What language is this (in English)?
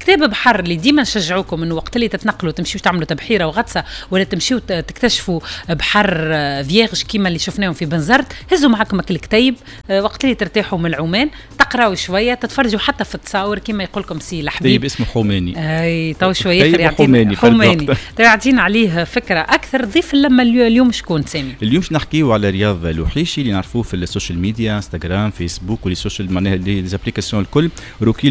Tunisian Arabic